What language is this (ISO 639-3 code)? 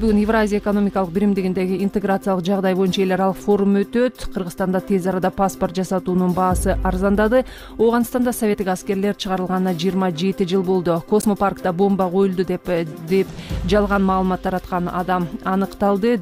kir